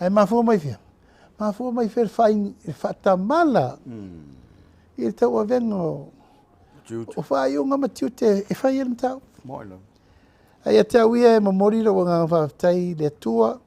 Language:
Samoan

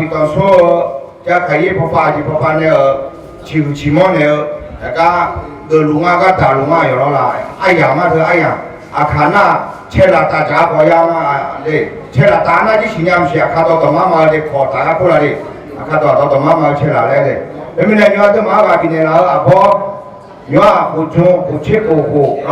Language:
Akha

